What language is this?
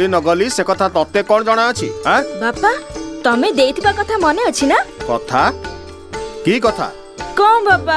Odia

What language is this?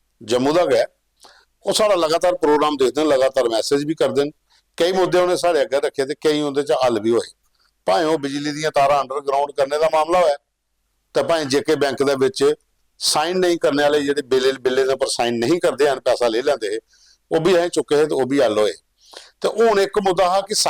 Dogri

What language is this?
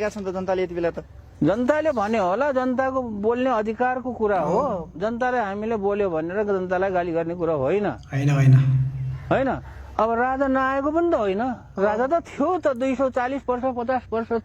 Nepali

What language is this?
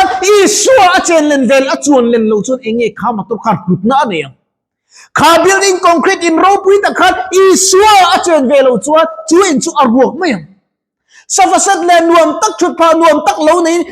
Mizo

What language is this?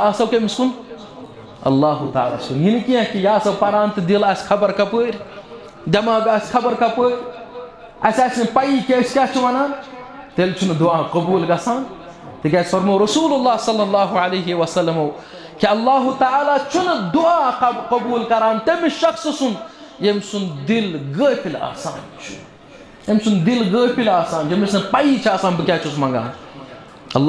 Kashmiri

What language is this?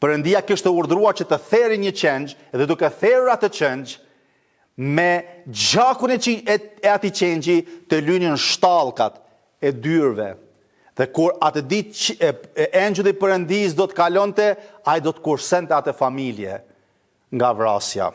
Albanian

